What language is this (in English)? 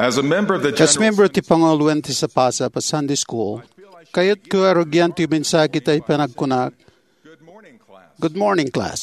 Iloko